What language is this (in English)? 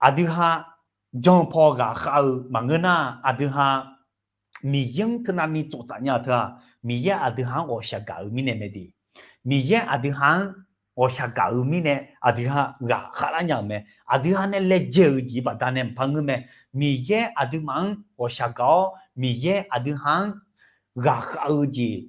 Akha